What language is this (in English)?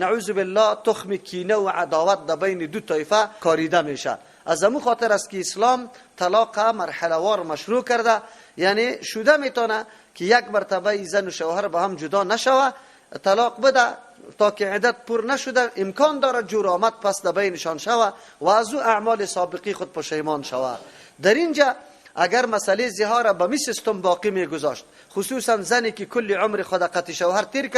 Persian